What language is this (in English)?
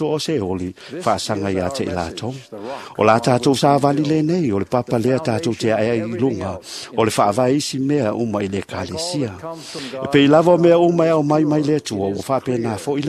Samoan